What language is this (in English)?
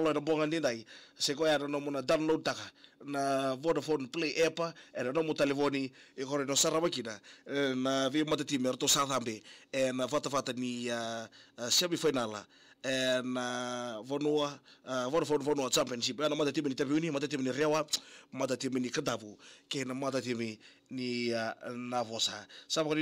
Fijian